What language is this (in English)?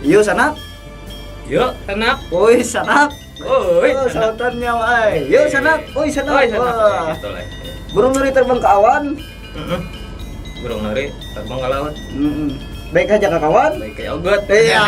Banjar